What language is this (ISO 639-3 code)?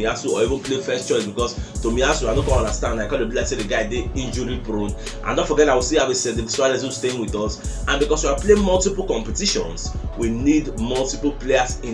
pcm